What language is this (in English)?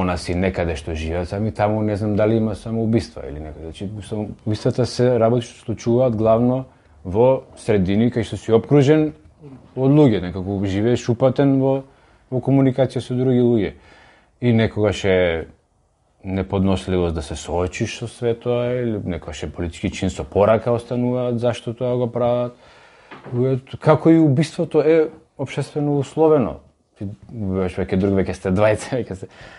Macedonian